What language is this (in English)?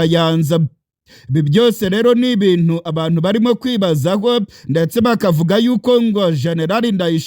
Rundi